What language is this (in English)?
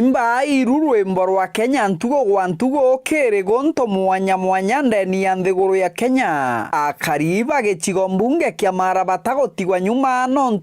Meru